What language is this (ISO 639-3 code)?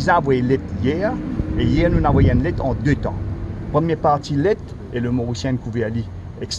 mfe